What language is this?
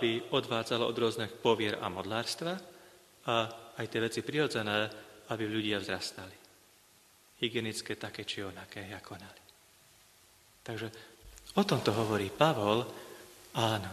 Slovak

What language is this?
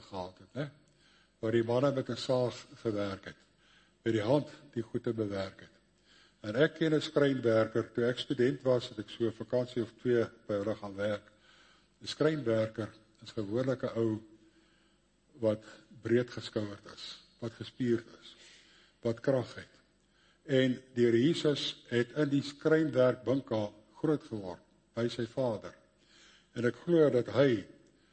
Afrikaans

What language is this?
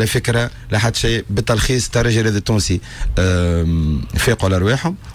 Tunisian Arabic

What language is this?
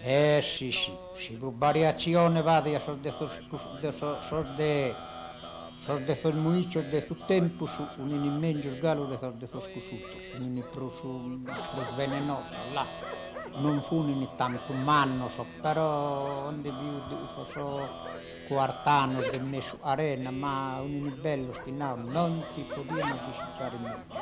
Sardinian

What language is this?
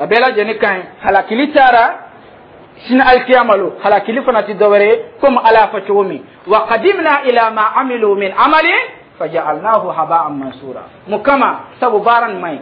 Dyula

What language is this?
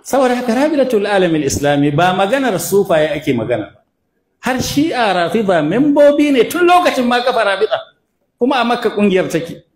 Hausa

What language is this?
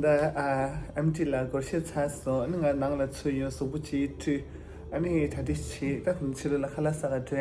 Tibetan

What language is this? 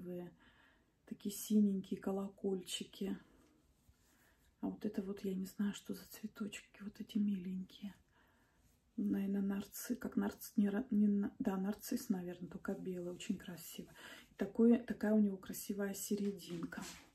Russian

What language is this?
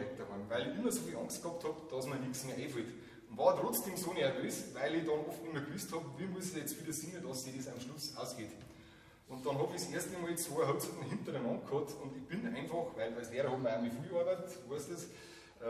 Bavarian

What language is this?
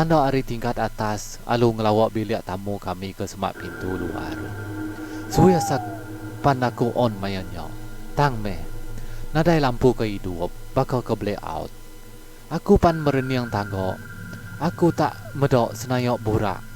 Iban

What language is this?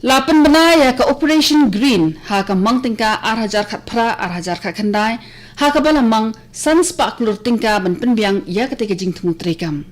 Khasi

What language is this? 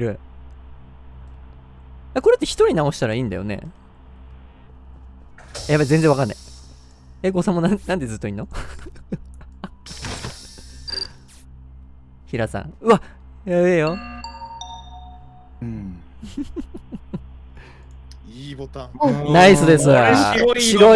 Japanese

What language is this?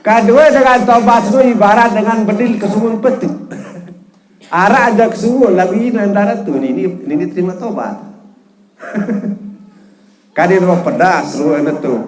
Sasak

